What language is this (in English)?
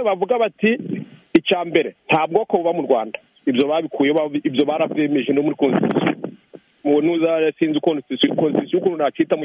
Kinyarwanda